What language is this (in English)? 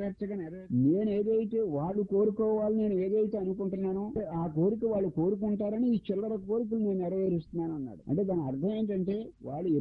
Telugu